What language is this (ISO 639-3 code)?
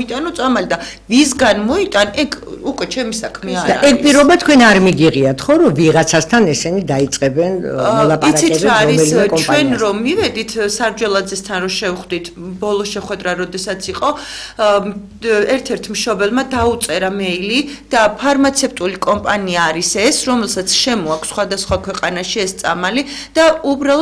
kat